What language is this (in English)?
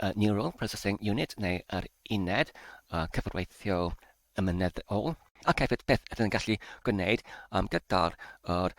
Welsh